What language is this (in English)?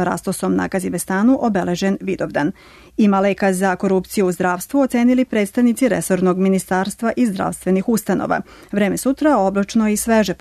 Serbian